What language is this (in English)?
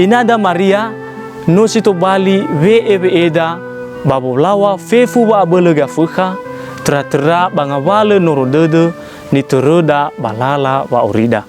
Nias